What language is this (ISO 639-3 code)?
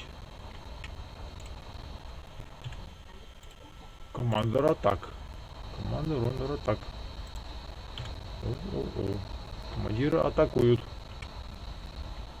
rus